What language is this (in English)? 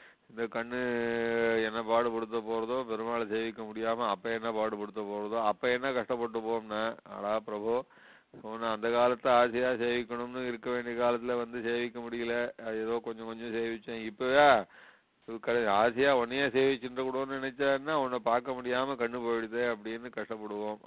Tamil